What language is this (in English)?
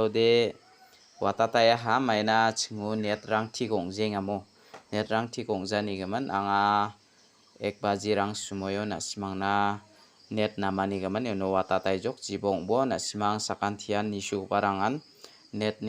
Garo